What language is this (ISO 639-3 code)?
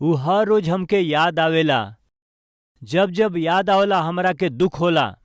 bho